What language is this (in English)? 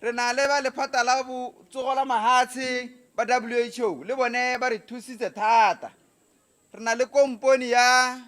Tswana